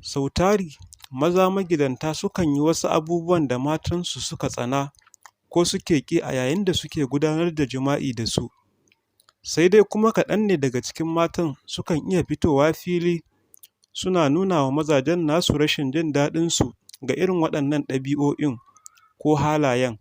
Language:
Hausa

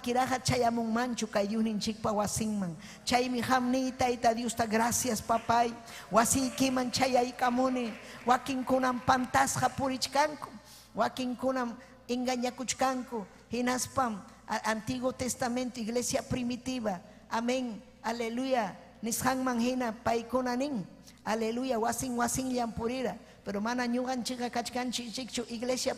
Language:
Ayacucho Quechua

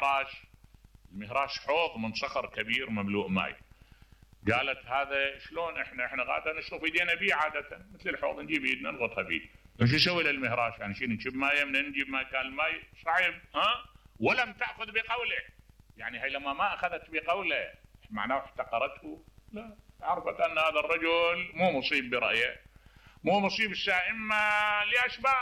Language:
Mesopotamian Arabic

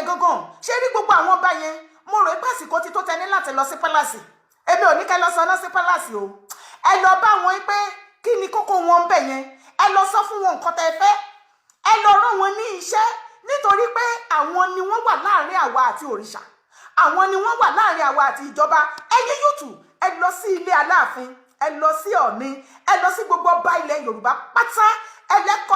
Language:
Yoruba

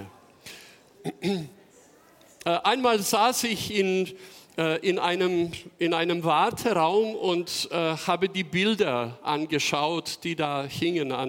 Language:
German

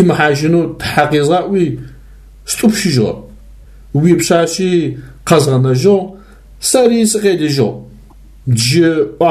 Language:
Adyghe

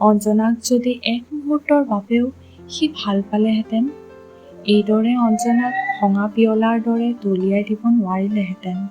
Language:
Assamese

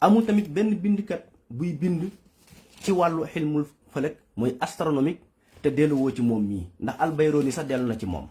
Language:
Wolof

